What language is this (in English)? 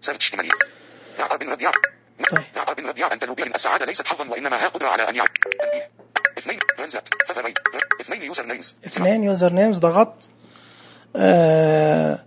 Najdi Arabic